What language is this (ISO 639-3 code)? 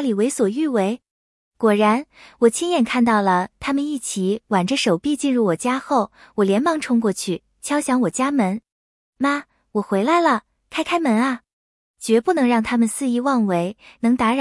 zho